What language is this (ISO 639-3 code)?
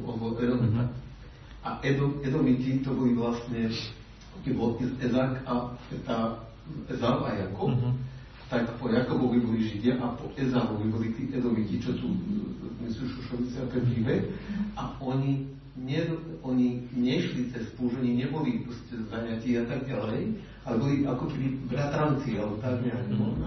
slk